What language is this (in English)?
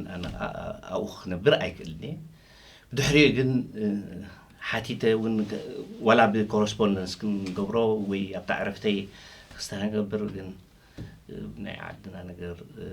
Tigrinya